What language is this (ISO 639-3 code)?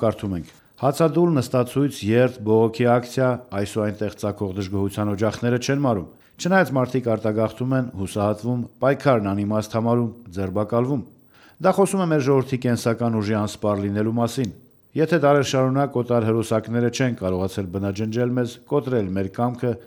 hye